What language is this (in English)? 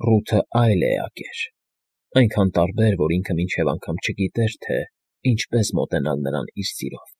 Armenian